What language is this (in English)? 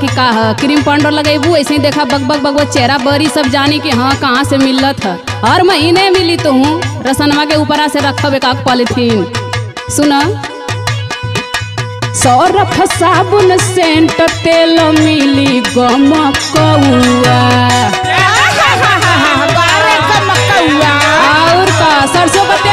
Bhojpuri